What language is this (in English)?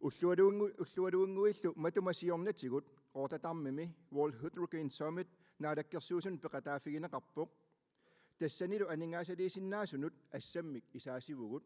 Kalaallisut